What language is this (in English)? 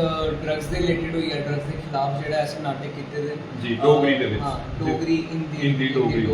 Dogri